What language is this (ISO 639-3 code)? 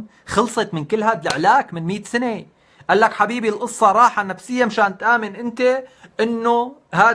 apc